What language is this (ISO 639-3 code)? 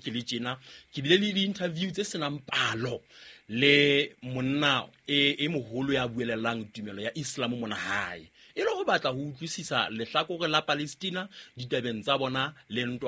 sot